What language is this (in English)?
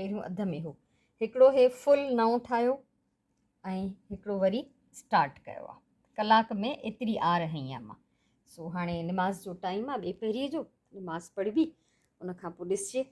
Sindhi